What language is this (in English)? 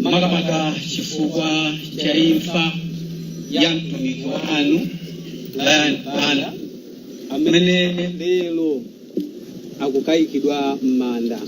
Nyanja